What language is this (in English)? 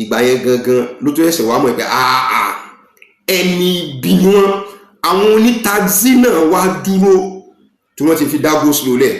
Yoruba